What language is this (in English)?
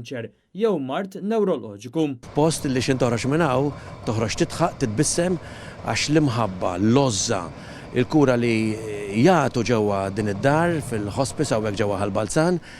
Maltese